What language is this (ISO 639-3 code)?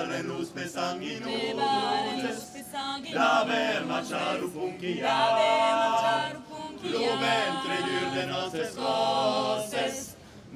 oci